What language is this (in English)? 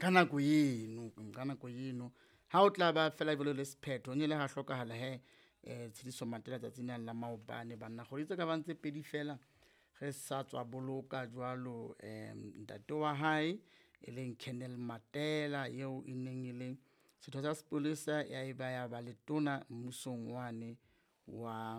Southern Sotho